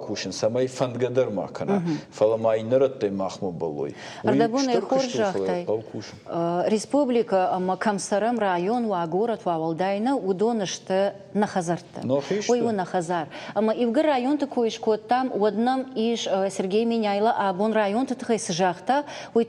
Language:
Ossetic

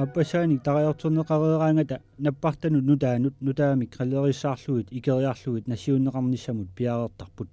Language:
Kalaallisut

